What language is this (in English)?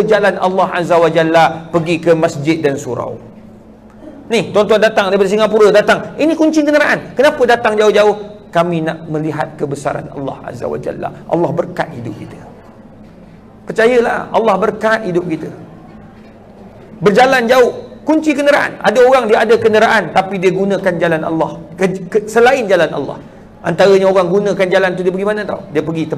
Malay